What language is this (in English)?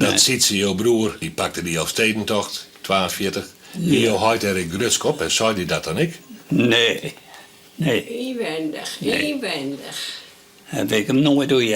Western Frisian